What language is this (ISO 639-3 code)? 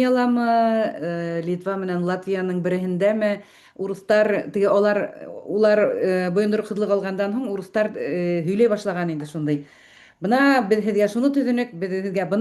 bak